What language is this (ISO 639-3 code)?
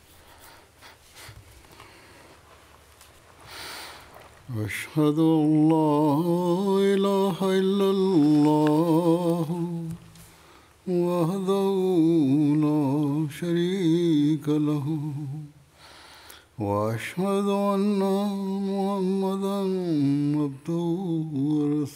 urd